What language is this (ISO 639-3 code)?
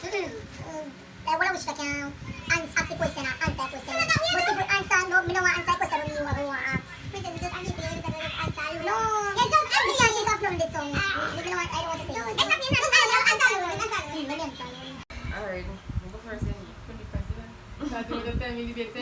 jam